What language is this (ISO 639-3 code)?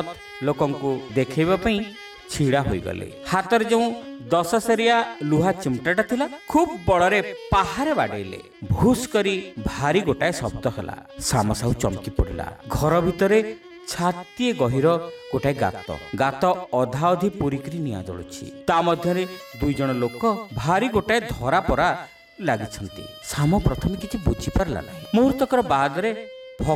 ori